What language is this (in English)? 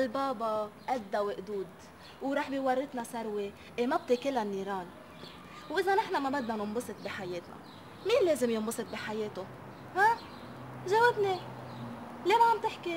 North Levantine Arabic